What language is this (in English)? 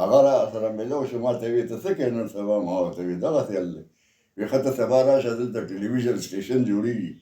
Pashto